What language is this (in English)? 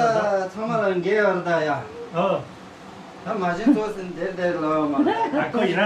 Tibetan